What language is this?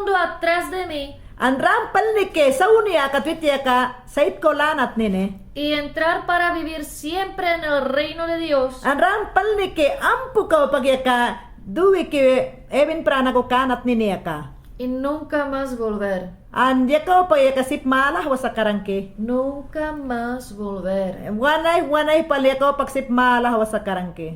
Mayangna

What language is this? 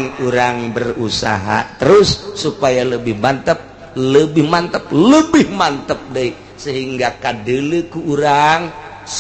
Sundanese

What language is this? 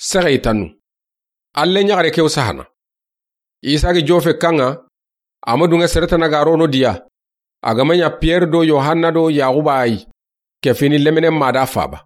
Soninke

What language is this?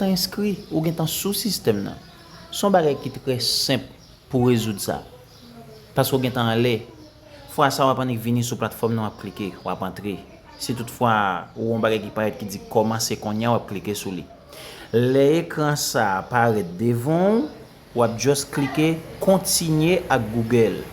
Haitian Creole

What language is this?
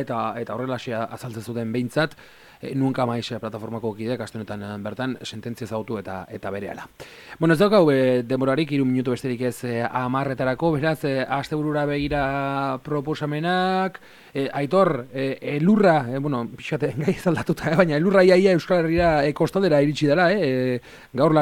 Basque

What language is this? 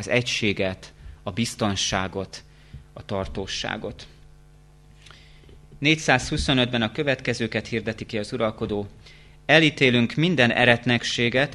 Hungarian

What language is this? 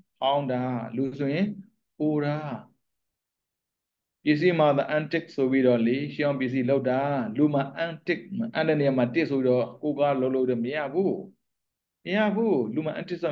Burmese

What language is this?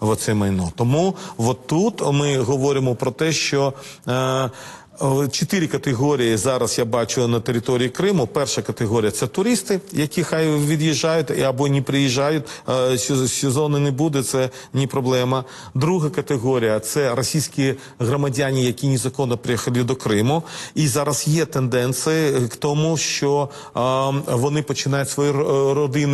Ukrainian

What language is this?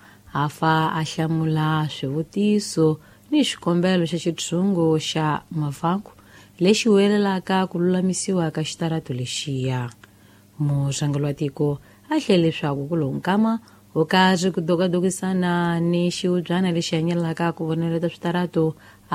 Tsonga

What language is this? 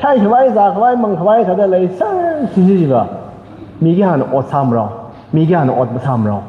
Tangkhul Naga (India)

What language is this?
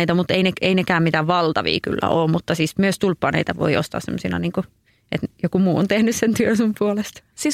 Finnish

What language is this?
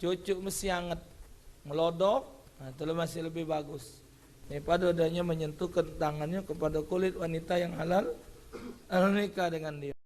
Musi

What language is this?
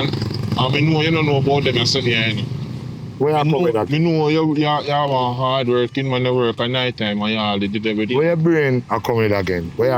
Jamaican Creole English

